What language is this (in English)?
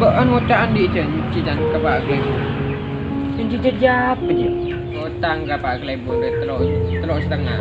Madurese